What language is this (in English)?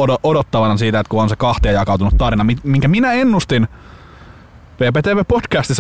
Finnish